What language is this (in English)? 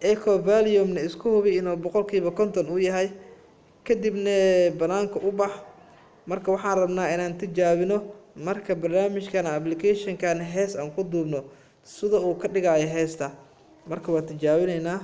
Somali